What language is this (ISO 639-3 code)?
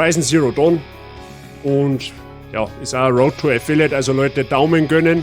bar